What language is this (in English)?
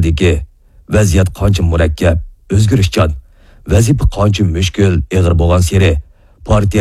Uyghur